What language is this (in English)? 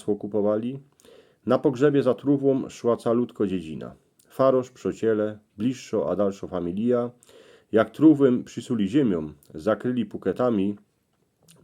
Silesian